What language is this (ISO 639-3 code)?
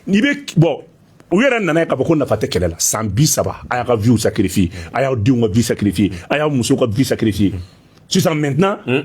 bam